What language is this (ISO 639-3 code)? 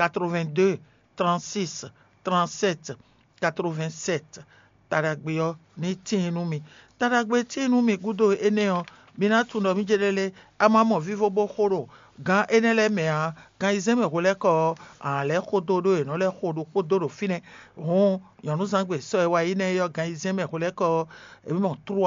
fon